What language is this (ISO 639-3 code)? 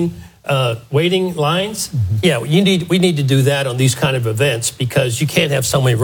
eng